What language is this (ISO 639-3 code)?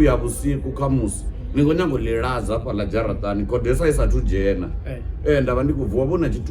ven